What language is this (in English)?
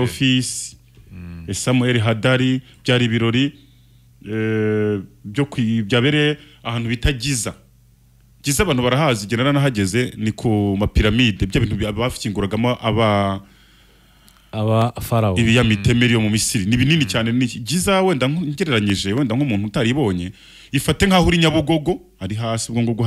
Kinyarwanda